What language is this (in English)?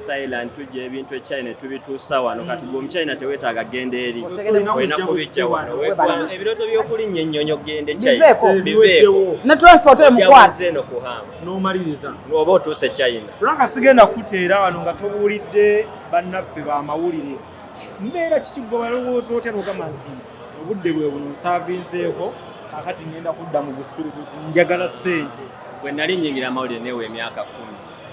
Ganda